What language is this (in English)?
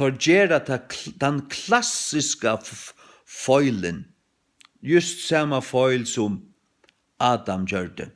Faroese